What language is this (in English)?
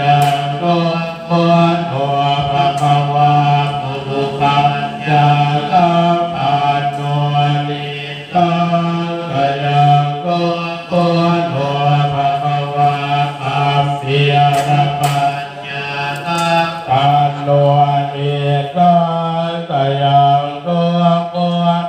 Pali